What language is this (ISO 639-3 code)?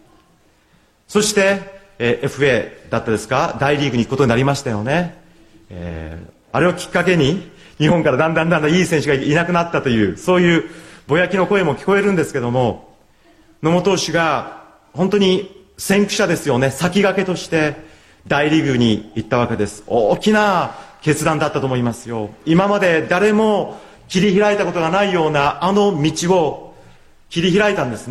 jpn